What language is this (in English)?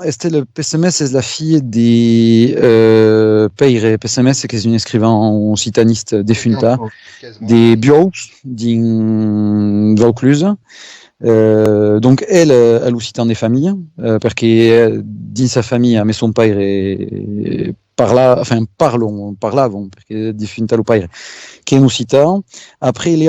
Occitan